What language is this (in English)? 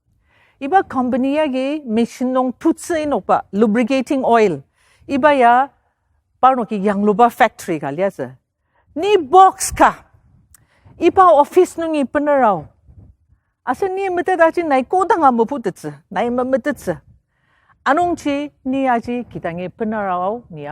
Ao Naga